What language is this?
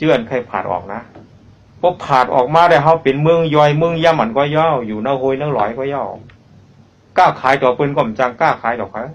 Shan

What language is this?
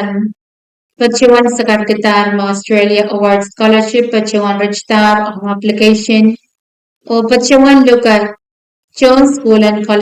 Pohnpeian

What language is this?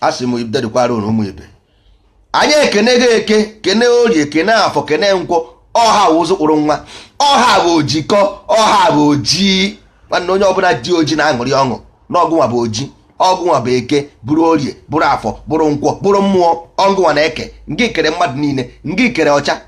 Igbo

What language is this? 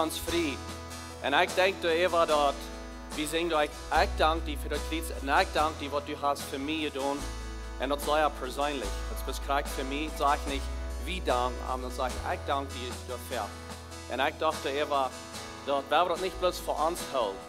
Plautdietsch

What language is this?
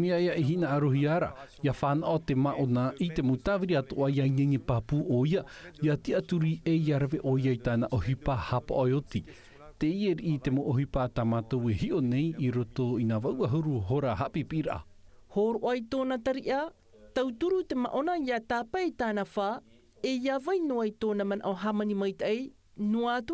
Tahitian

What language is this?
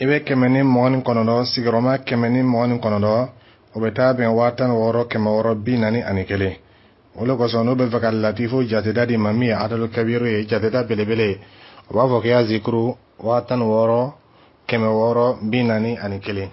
Dyula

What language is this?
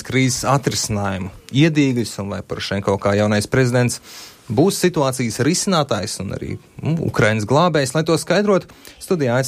Latvian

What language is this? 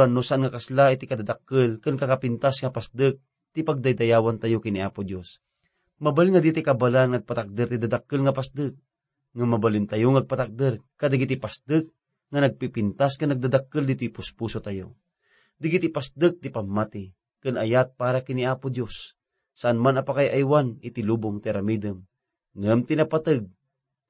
Iloko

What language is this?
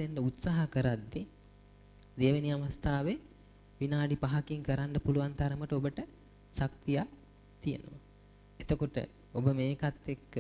Sinhala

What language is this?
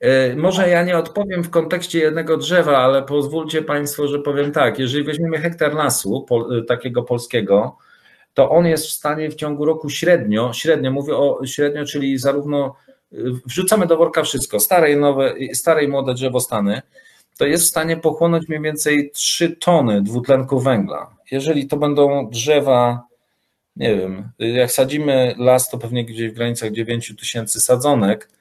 Polish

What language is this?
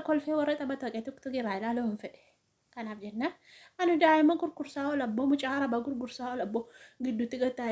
Oromo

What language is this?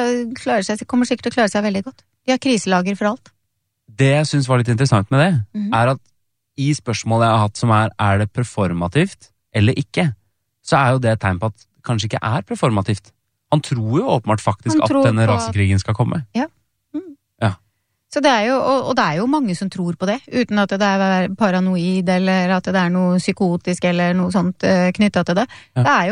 Norwegian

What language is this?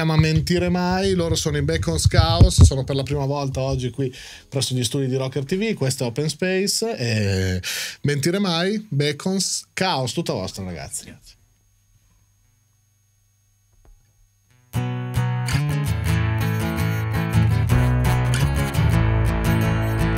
Italian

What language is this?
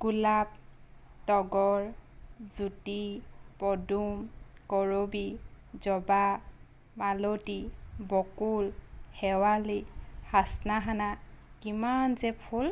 Assamese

